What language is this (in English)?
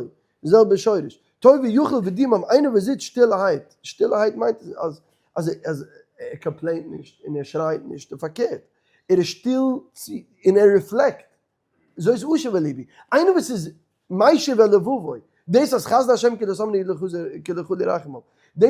Yiddish